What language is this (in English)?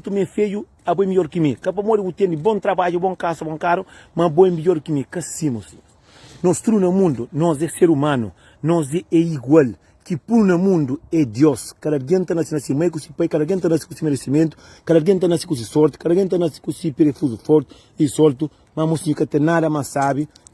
Kabuverdianu